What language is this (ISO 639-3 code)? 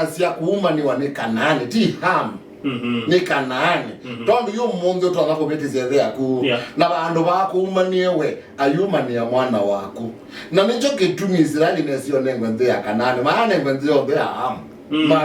kam